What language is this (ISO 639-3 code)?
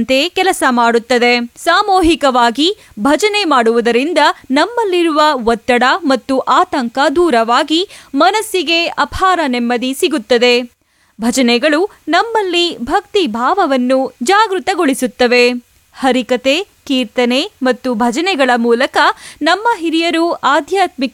kan